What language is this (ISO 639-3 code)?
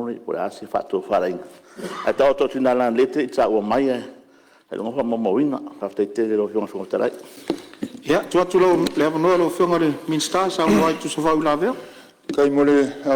smo